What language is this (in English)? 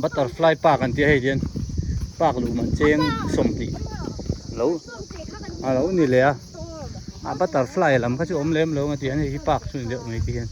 Hmar